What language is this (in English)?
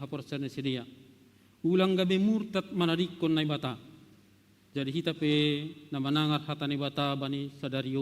Batak Simalungun